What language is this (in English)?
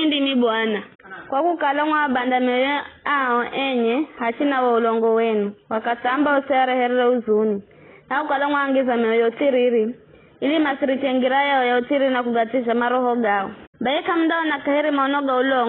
Giryama